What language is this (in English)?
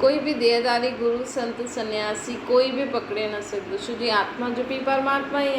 Sindhi